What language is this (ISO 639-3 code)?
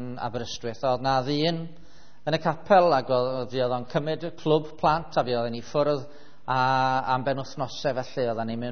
cym